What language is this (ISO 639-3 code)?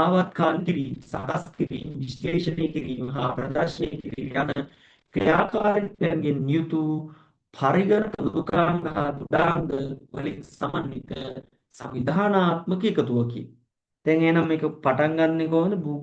sin